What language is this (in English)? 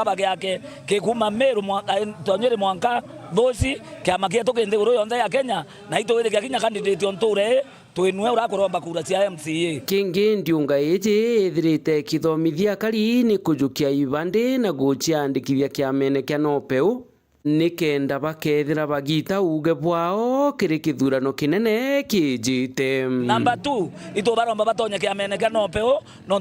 Meru